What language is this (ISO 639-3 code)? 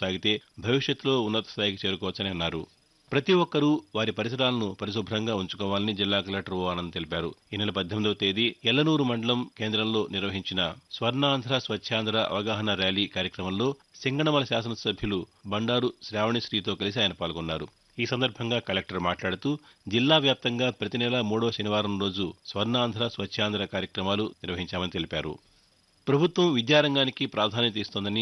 tel